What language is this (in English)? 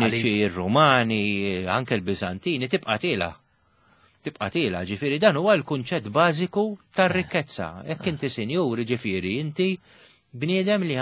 Maltese